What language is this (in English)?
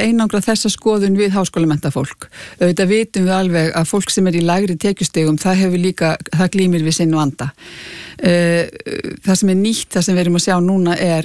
Icelandic